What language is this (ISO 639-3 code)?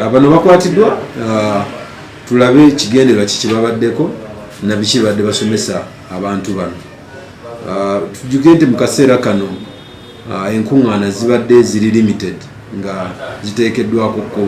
lug